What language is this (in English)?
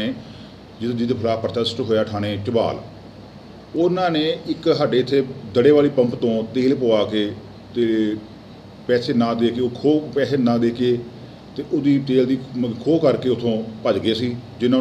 Punjabi